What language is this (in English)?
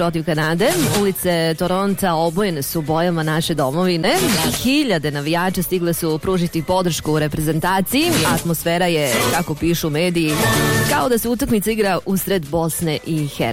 Bosnian